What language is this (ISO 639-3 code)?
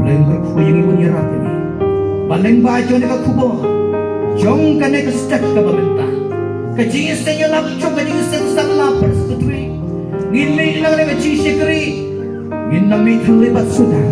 kha